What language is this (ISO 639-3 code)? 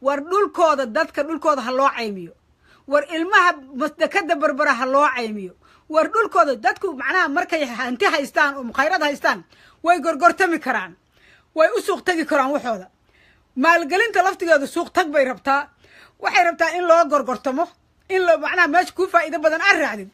som